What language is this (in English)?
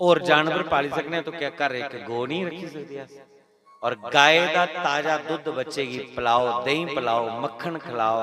Dogri